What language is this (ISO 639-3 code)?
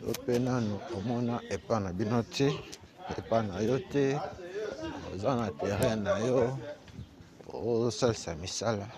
lin